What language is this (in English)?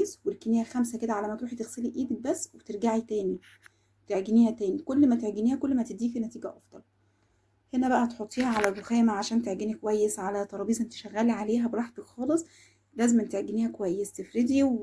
Egyptian Arabic